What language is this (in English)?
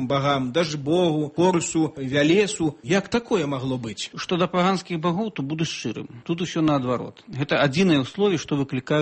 Belarusian